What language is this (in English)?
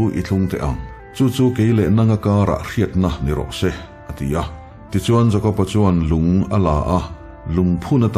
Mizo